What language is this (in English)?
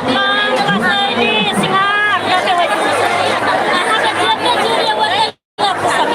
Maithili